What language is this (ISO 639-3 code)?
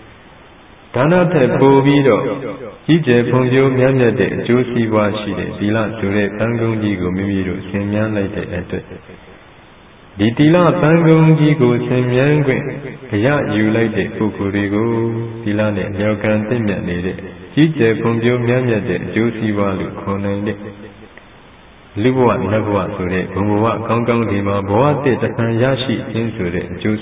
mya